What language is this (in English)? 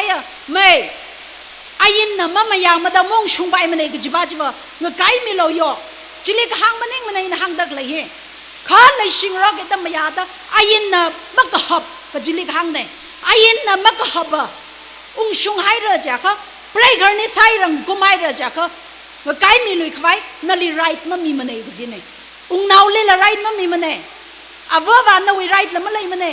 Tangkhul Naga (India)